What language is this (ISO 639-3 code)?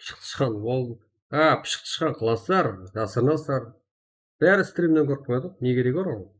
kaa